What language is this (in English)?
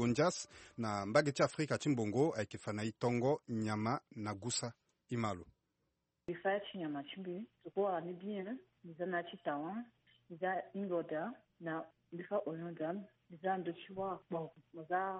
Sango